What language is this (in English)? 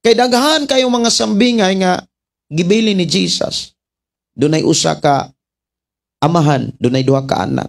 Cebuano